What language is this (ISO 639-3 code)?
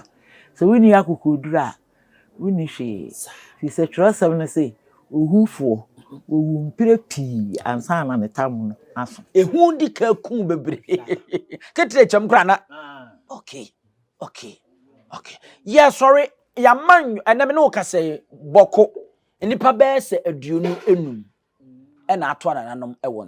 aka